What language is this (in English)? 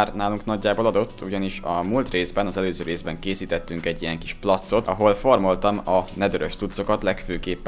Hungarian